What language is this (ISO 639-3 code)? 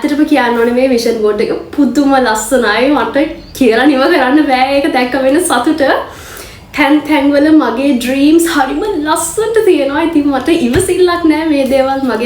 sin